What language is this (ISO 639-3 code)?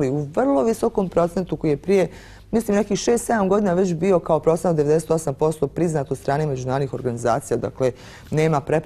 bos